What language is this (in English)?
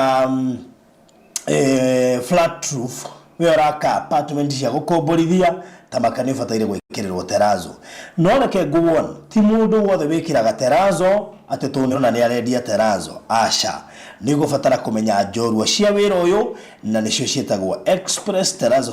Kikuyu